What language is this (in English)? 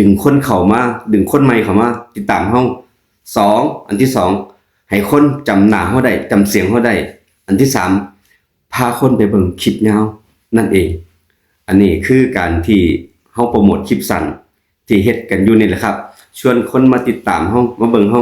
Northeastern Thai